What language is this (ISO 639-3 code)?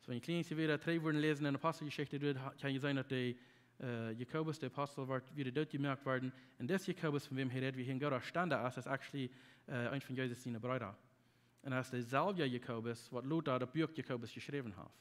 pdt